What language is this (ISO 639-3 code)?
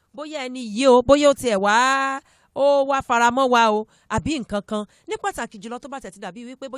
yor